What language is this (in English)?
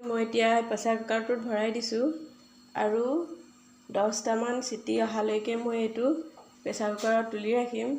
Assamese